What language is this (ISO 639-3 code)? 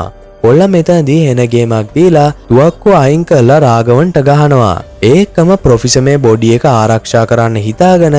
sin